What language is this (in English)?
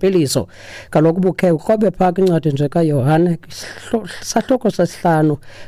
Xhosa